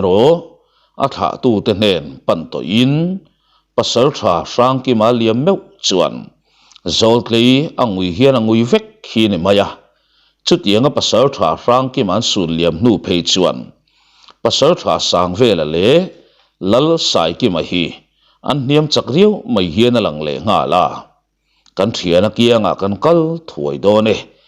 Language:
Mizo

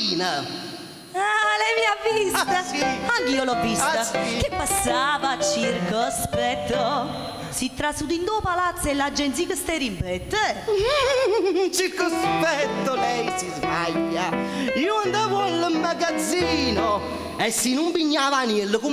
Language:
Neapolitan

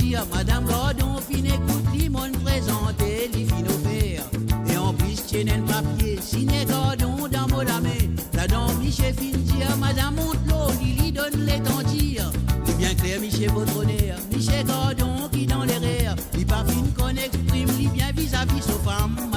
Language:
Morisyen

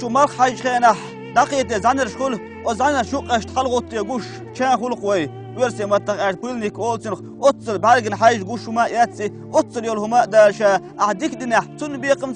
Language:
Chechen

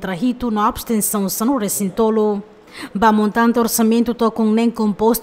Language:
Tetum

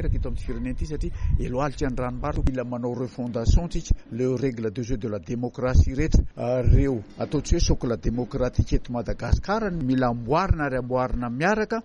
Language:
Malagasy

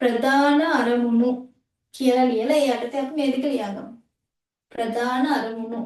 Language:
Sinhala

